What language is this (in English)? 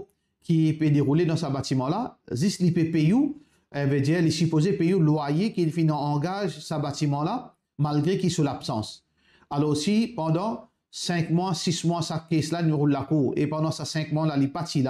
Morisyen